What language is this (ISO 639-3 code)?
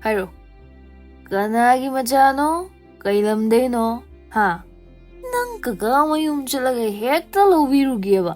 mni